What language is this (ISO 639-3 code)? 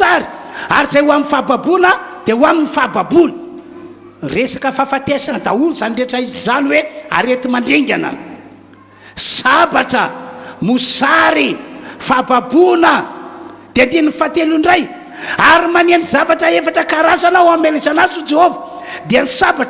mlg